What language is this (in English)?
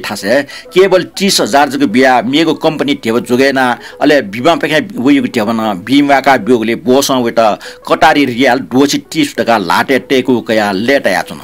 Newari